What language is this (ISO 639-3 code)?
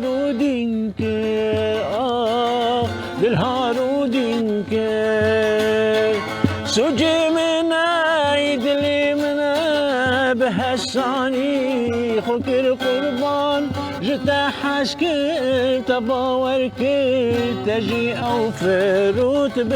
kur